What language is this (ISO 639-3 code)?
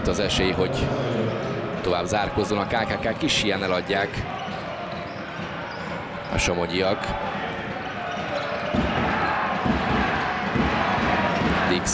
hun